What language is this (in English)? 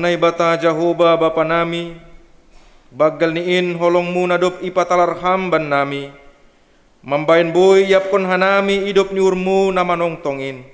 Batak Simalungun